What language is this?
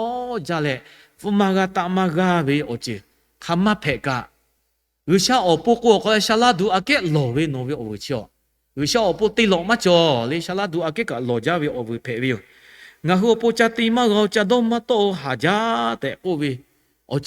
Lahu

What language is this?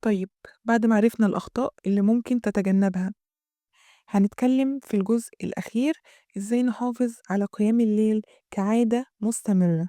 Egyptian Arabic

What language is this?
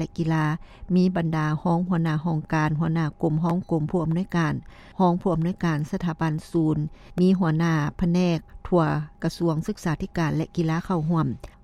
Lao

